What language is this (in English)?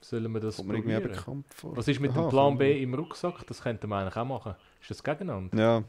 Swiss German